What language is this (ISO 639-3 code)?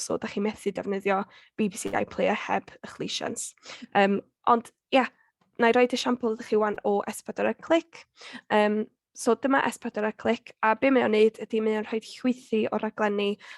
cym